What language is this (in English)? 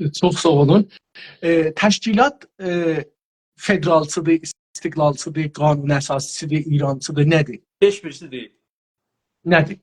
South Azerbaijani